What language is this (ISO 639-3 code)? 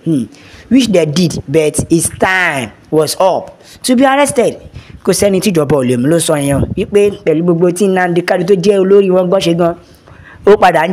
yor